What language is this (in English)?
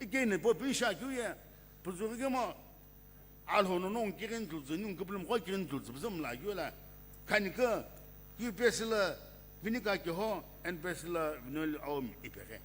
Sumi Naga